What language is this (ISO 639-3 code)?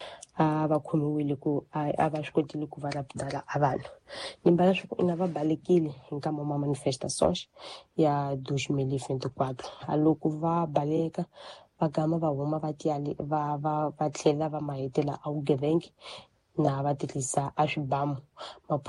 tso